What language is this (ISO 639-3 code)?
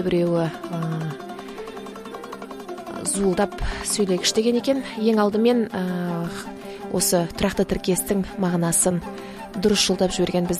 kaz